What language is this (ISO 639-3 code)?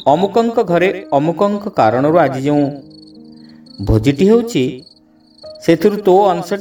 ori